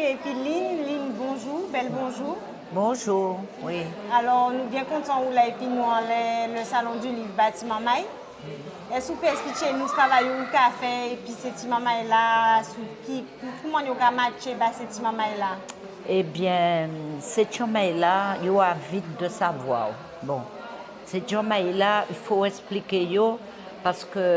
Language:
Guadeloupean Creole French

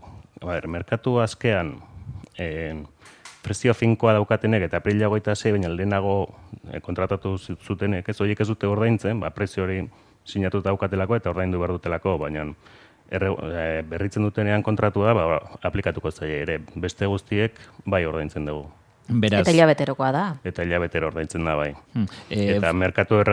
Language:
Basque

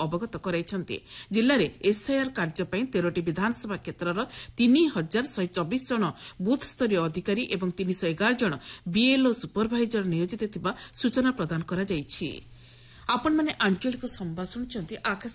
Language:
Odia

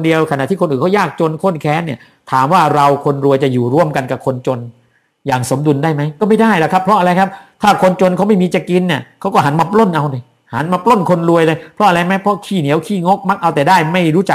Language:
Thai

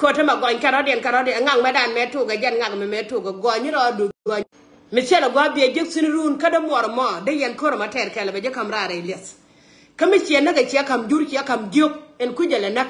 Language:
Nuer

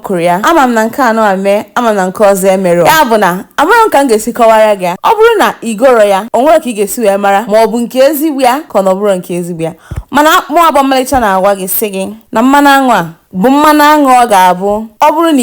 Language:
Igbo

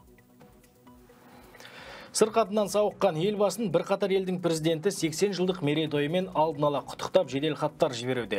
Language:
Kazakh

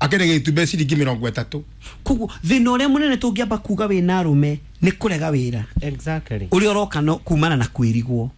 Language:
Kikuyu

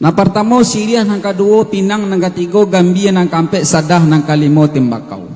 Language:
Minangkabau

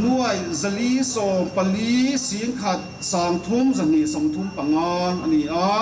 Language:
Mizo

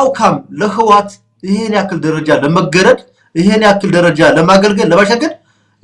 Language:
Amharic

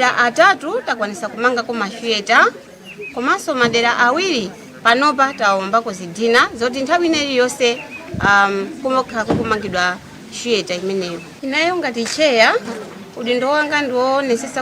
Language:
Nyanja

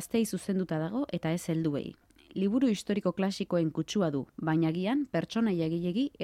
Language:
Basque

